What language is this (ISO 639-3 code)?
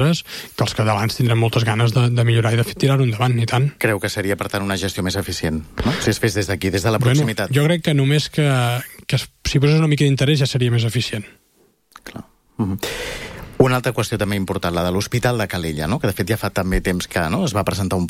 cat